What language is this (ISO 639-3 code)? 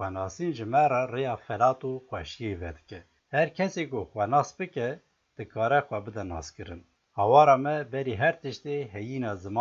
kur